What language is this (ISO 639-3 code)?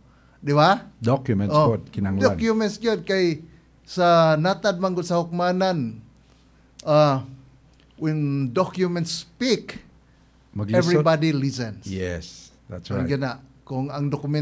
ceb